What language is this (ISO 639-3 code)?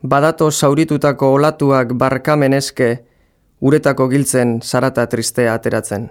eus